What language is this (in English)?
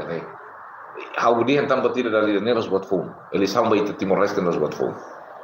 Tetum